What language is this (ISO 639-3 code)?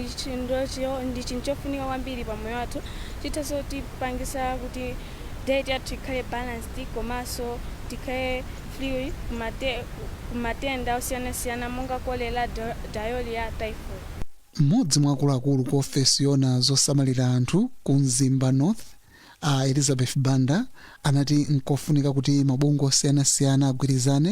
nya